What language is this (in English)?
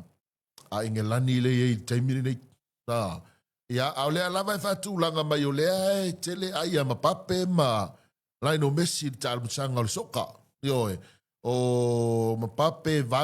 Samoan